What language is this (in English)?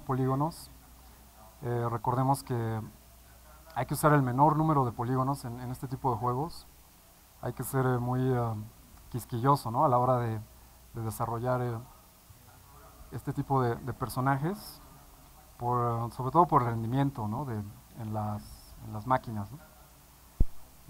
Spanish